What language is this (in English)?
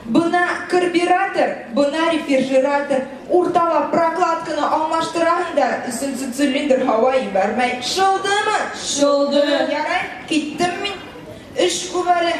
Bashkir